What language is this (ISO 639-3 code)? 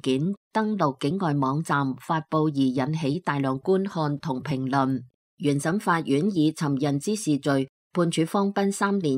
yue